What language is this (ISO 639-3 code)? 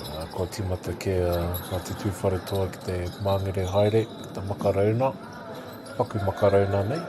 mri